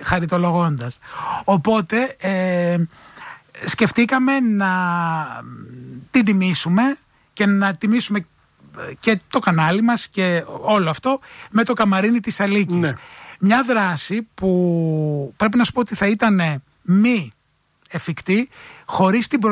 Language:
Greek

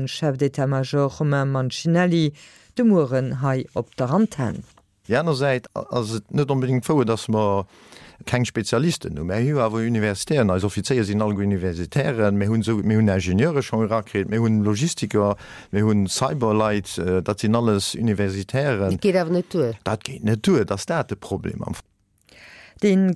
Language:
Luxembourgish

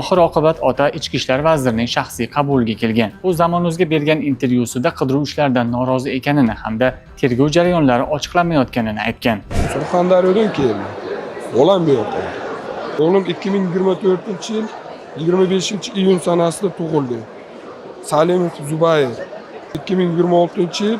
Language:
Uzbek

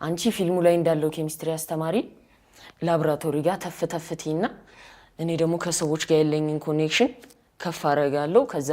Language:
Amharic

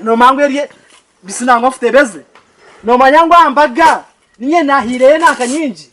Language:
Nyankole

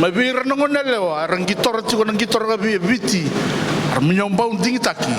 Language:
Fijian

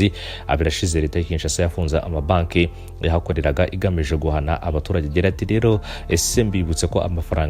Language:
Kinyarwanda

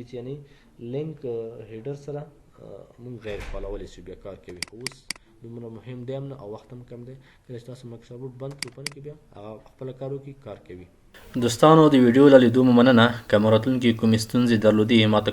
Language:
Pashto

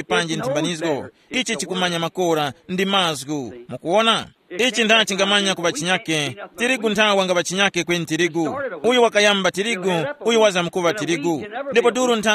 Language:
Tumbuka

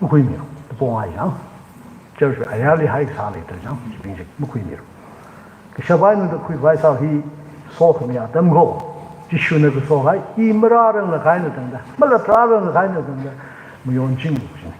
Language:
Tangkhul Naga (India)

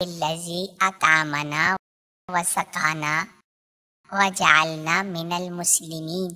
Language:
Brahui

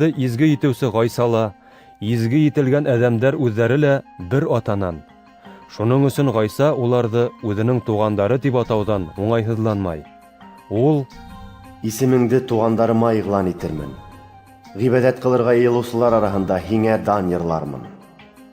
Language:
Bashkir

